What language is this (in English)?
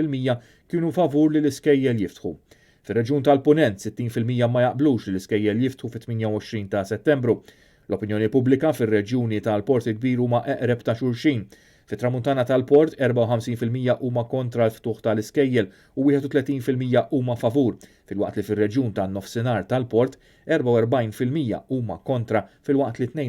Maltese